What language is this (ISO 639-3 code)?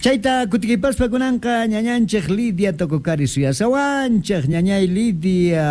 que